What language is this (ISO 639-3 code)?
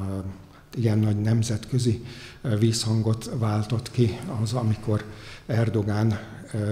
hun